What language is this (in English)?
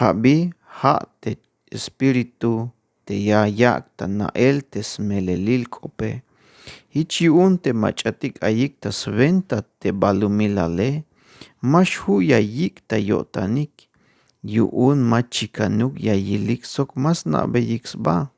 Tzeltal